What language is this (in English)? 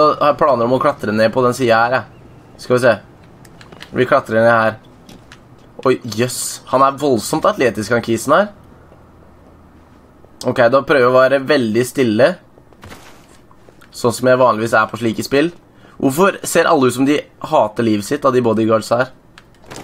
Norwegian